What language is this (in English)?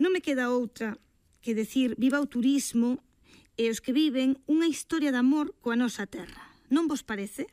Galician